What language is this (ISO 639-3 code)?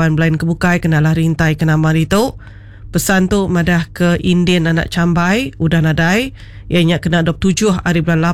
iba